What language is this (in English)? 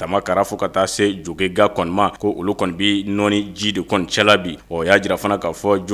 Bambara